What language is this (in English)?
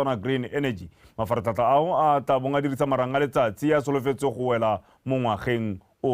Tswana